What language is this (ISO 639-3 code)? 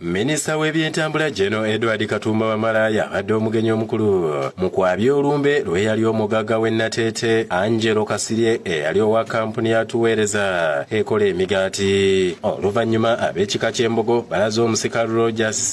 lug